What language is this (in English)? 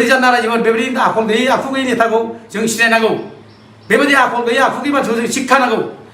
Bodo